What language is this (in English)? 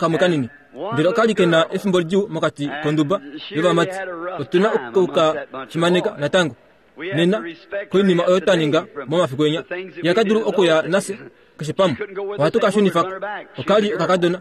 Kuanyama